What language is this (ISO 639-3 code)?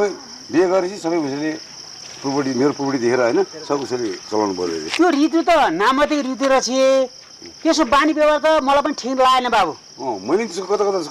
nep